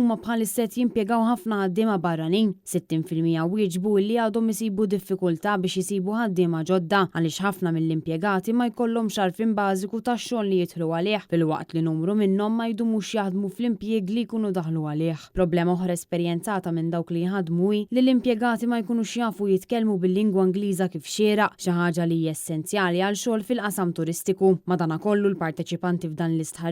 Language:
Maltese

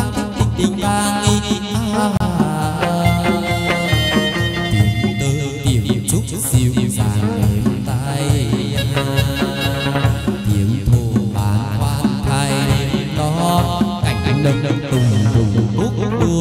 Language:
Vietnamese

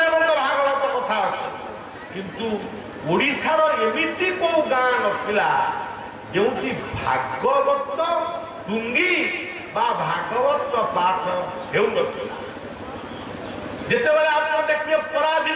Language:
Odia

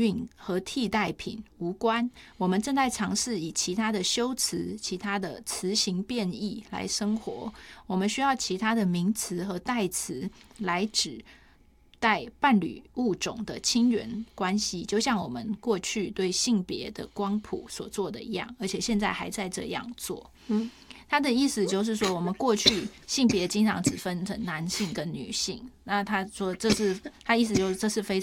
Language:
Chinese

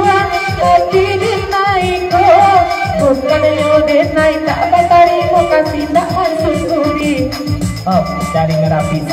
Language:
Minangkabau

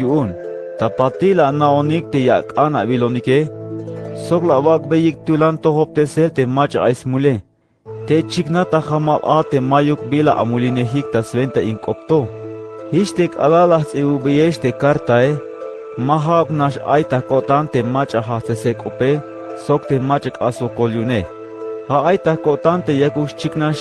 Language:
Tzeltal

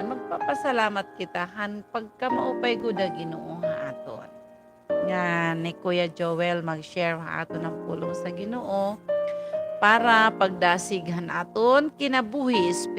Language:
Waray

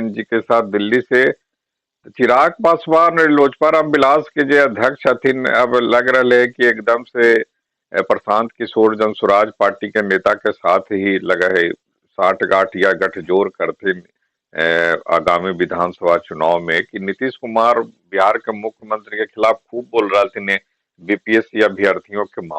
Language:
Magahi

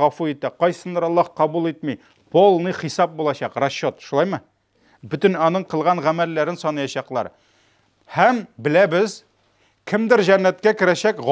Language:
Tatar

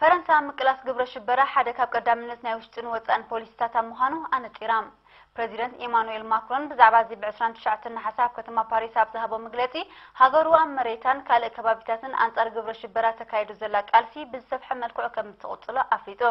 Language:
Tigrinya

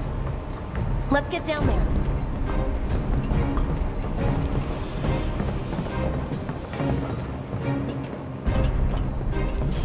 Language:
English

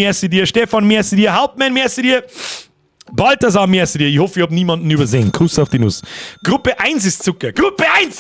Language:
Bavarian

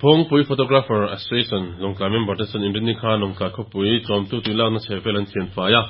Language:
Mizo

